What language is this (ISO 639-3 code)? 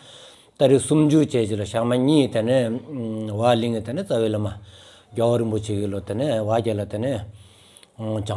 sbu